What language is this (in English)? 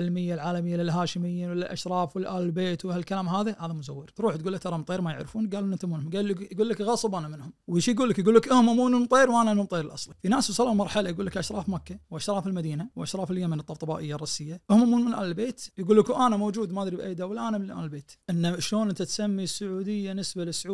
Najdi Arabic